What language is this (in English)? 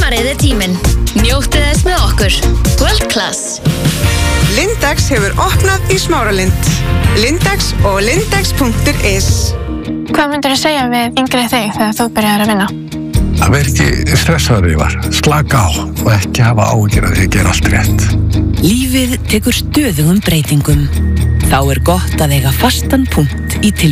Icelandic